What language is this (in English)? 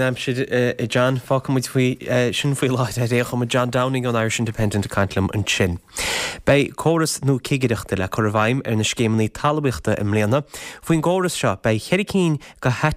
Irish